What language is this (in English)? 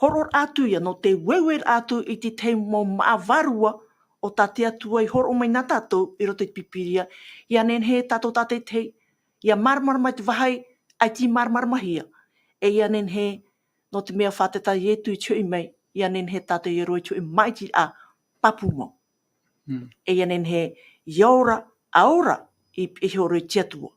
Tahitian